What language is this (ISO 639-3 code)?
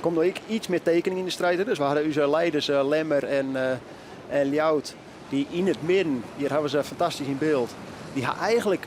fry